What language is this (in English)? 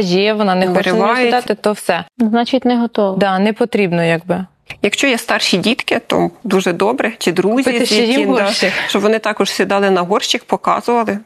Ukrainian